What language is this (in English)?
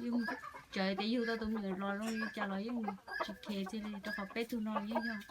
Hmong